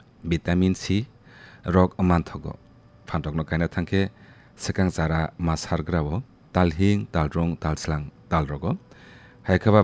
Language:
Kok Borok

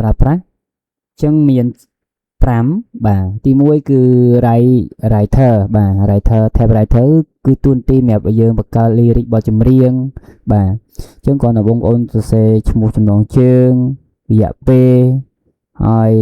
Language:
Khmer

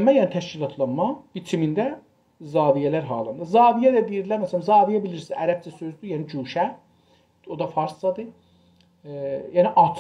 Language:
South Azerbaijani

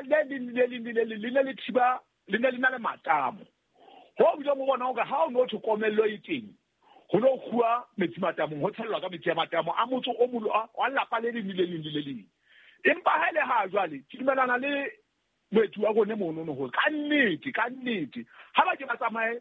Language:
Southern Sotho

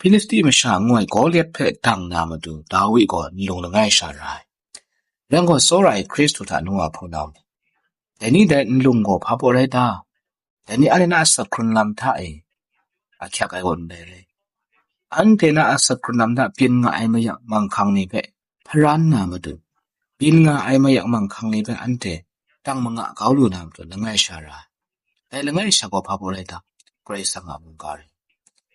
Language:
Kachin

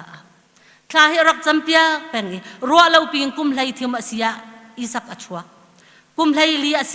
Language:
Hakha Chin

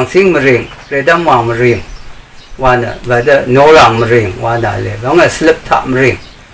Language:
Rawang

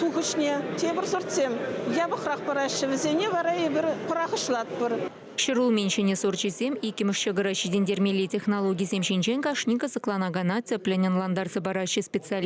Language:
Chuvash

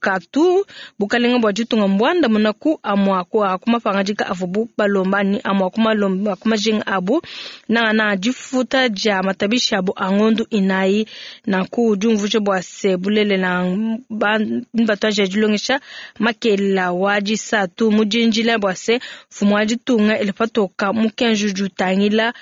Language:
Luba-Lulua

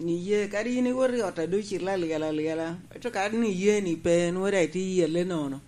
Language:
Lango (Uganda)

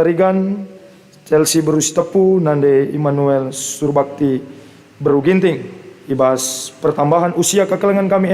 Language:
Batak Karo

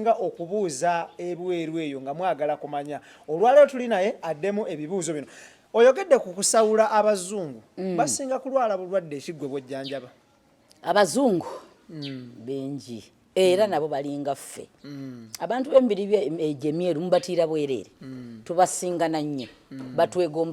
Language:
Ganda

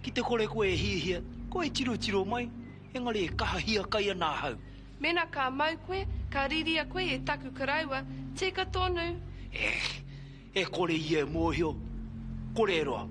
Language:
Māori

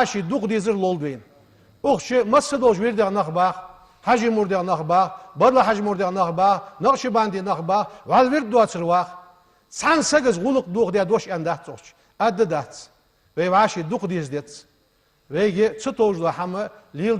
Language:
Ingush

